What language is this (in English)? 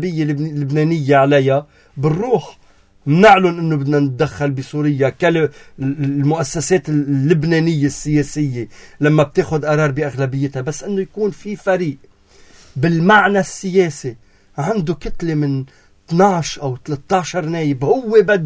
North Levantine Arabic